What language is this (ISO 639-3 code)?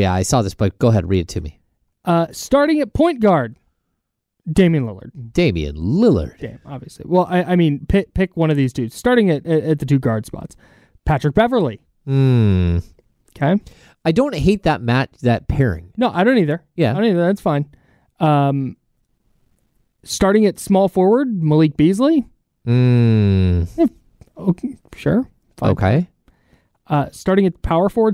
eng